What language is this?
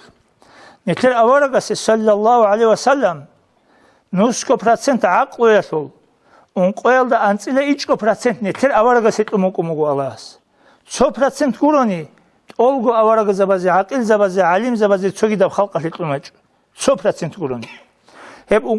Avaric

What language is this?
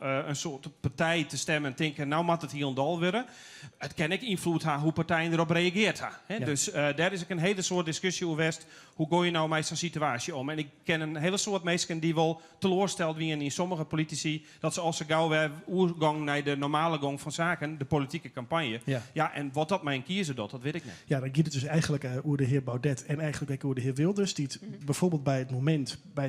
Western Frisian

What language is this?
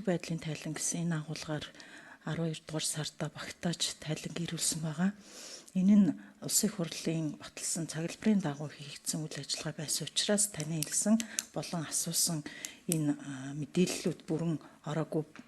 Mongolian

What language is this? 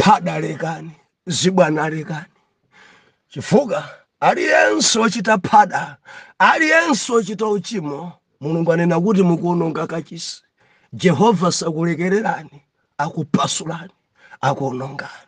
Nyanja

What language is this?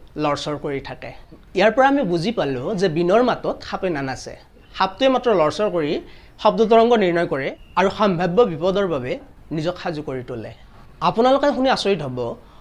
Assamese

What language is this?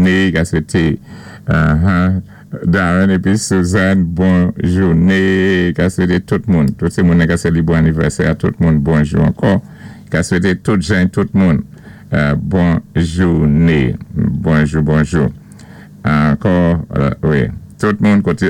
Saint Lucian Creole French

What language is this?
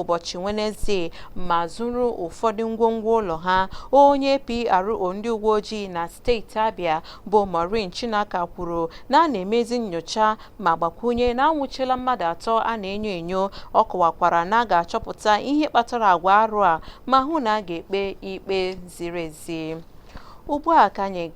Igbo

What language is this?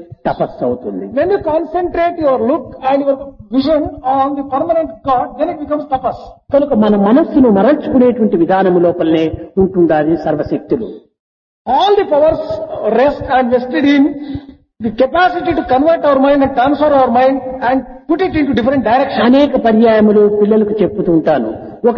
Telugu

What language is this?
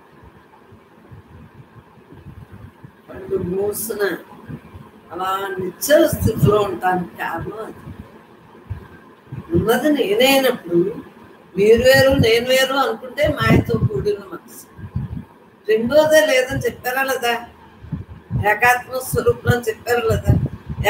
Telugu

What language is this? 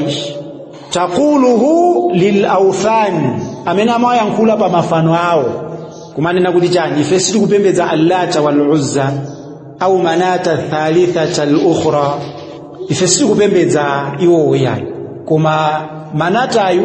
Nyanja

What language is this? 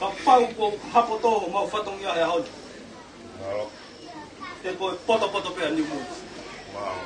Tongan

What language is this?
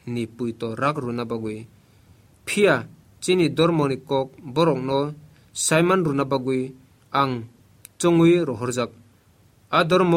Kok Borok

